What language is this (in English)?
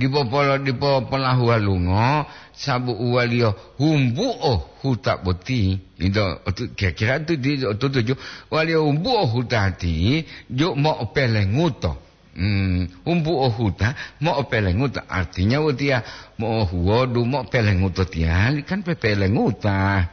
Gorontalo